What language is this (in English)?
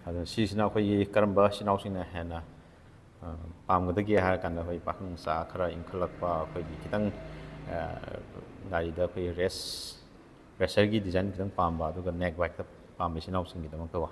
Manipuri